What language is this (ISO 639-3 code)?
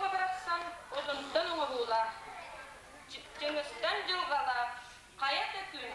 sah